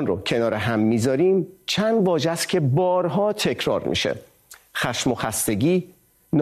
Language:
Persian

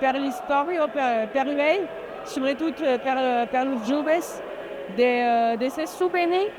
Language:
Occitan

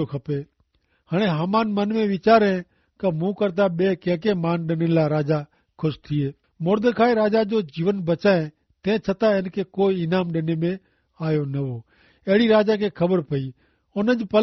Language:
Kachhi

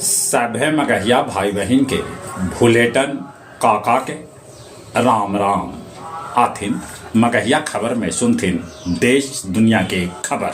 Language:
Magahi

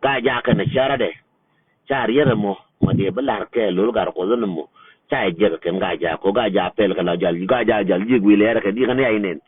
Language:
Nuer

